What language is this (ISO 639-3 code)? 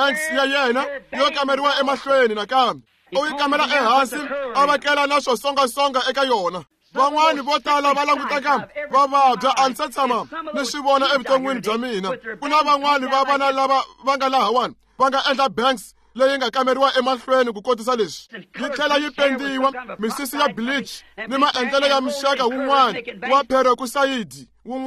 tso